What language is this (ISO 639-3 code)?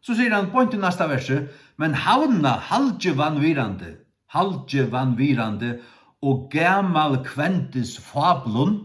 fao